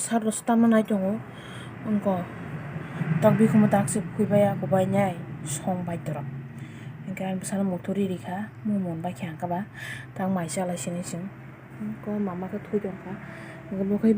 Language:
Kok Borok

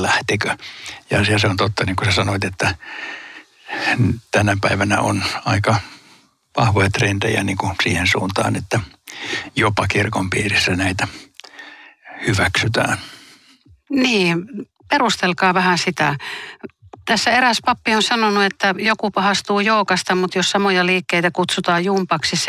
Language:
Finnish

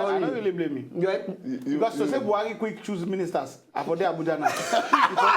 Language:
Nigerian Pidgin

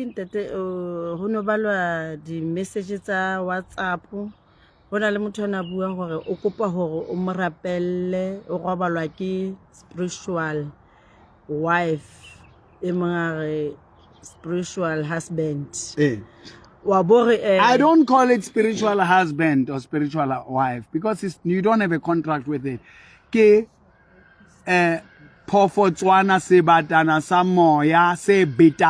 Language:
Southern Sotho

